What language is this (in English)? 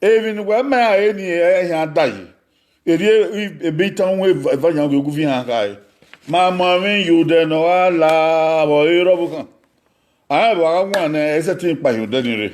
Bini